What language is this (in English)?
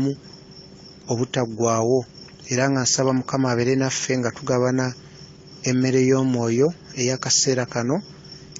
Ganda